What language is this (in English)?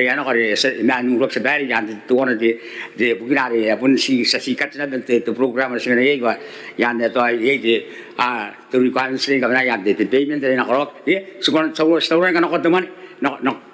Gilbertese